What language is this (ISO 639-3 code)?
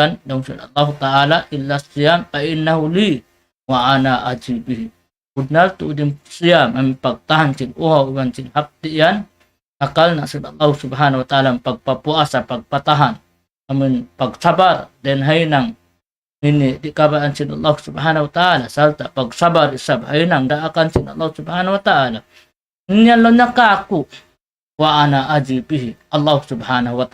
tsg